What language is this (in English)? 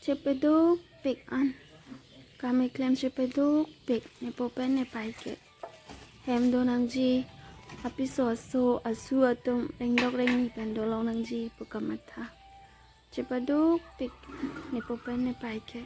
Karbi